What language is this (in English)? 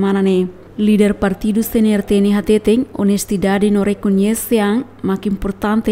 Tetum